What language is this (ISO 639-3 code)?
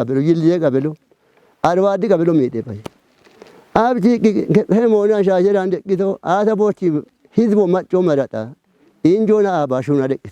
kbr